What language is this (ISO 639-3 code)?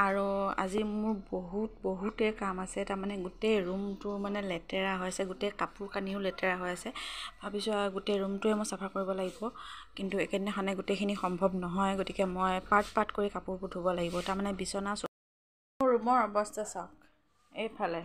asm